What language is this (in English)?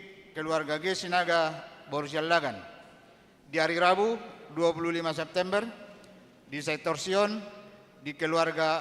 Batak Toba